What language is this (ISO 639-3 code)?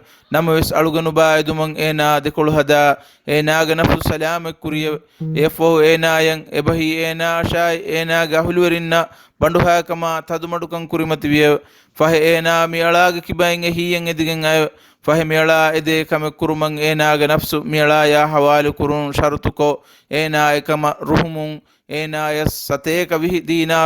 div